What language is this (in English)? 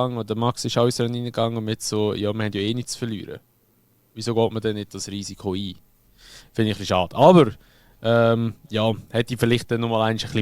Swiss German